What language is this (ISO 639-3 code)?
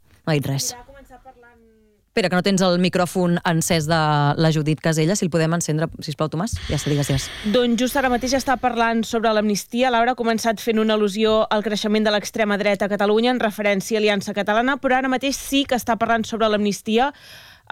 cat